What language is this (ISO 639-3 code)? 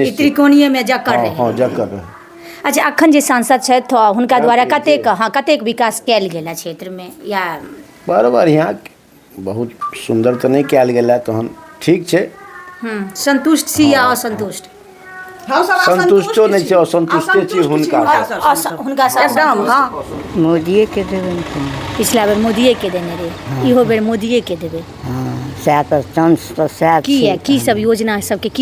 mai